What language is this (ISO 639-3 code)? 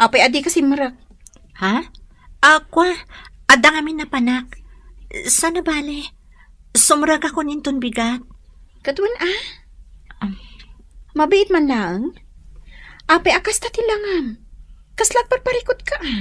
ilo